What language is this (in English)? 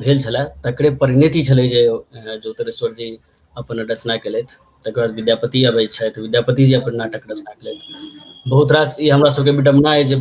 Maithili